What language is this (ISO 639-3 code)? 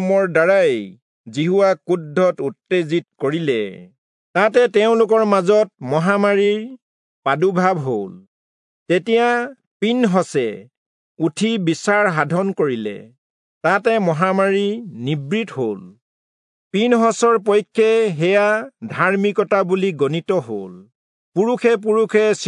asm